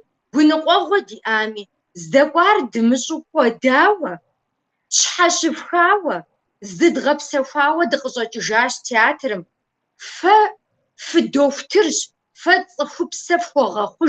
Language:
Kabardian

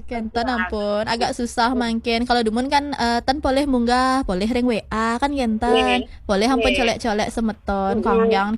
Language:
Balinese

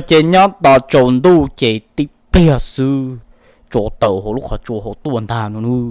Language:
Hmong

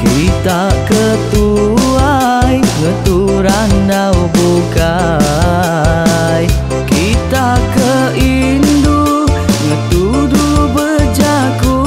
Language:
Iban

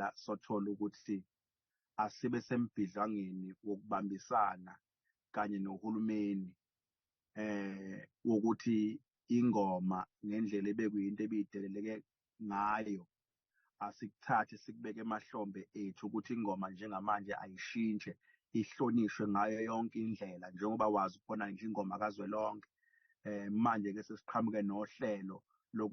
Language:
Zulu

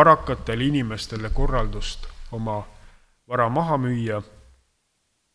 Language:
Estonian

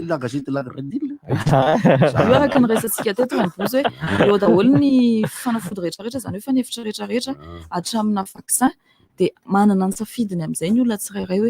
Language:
Malagasy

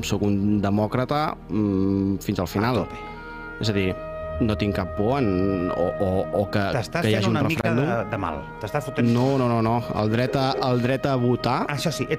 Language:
Catalan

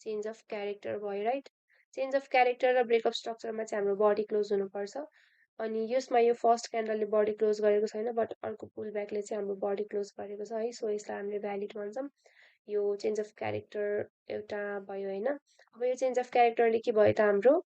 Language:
Nepali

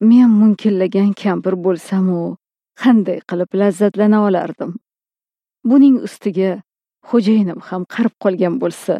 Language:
Uzbek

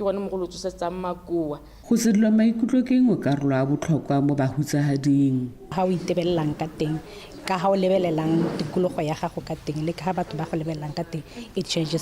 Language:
Tswana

